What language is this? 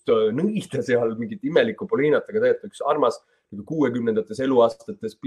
Estonian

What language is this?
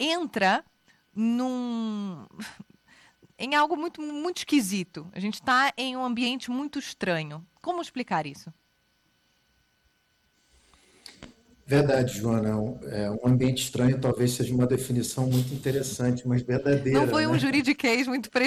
Portuguese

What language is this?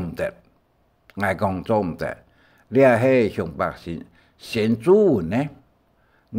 Hakka Chinese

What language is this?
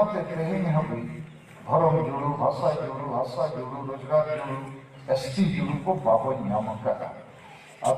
Santali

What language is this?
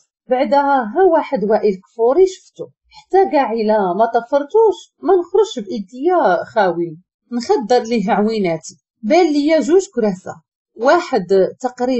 Moroccan Arabic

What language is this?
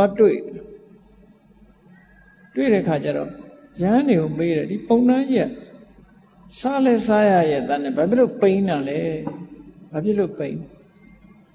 Burmese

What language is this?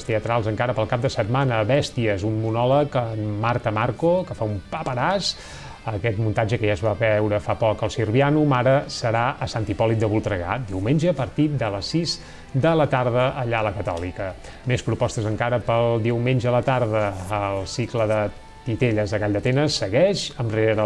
Catalan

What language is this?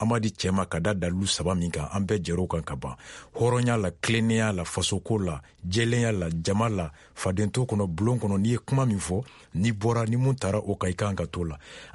Bambara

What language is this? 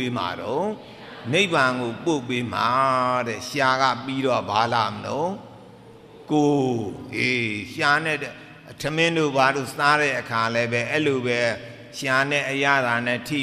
Burmese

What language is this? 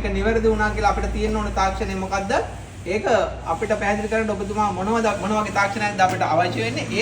Sinhala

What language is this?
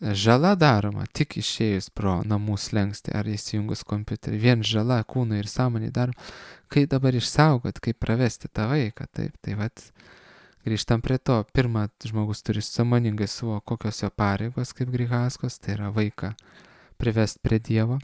Lithuanian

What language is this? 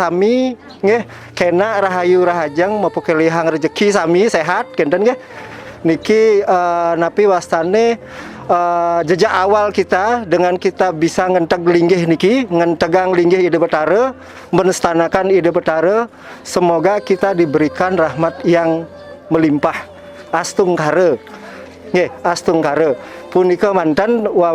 Balinese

